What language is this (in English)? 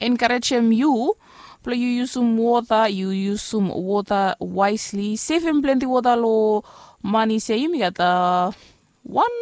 Bislama